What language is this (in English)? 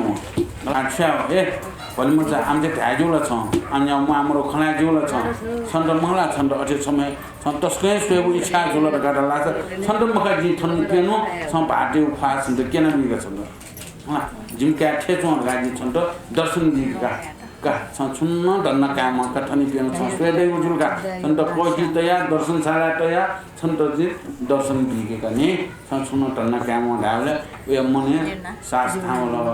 Newari